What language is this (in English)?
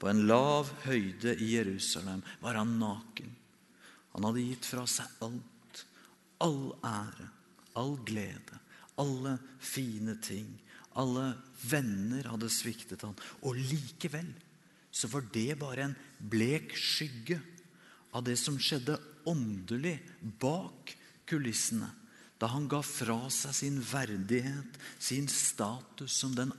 Norwegian